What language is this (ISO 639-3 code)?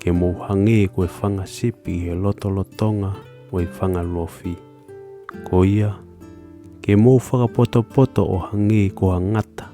ton